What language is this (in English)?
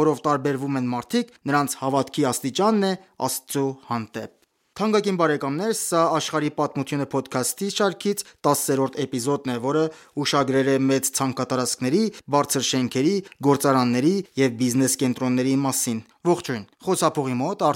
Armenian